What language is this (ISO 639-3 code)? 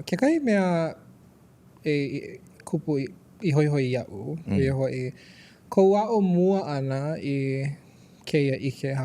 haw